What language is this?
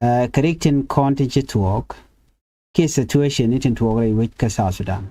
Nuer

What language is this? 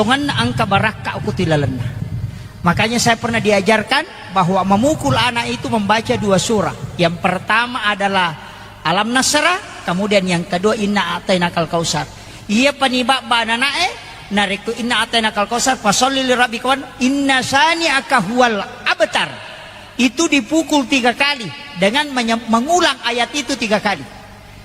Buginese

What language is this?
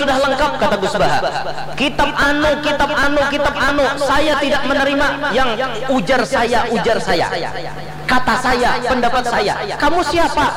Banjar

